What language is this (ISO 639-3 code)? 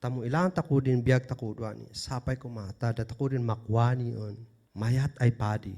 kne